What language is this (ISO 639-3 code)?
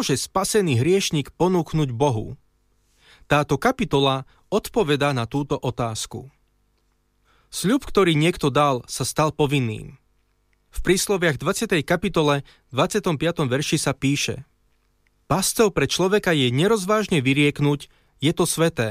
slk